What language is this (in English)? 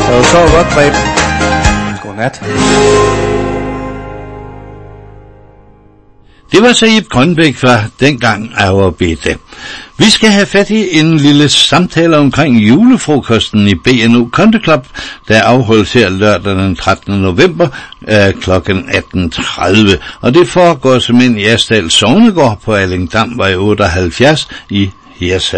Danish